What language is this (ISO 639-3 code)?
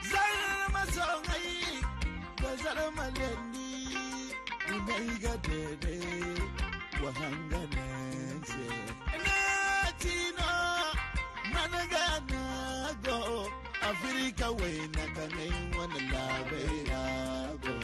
dje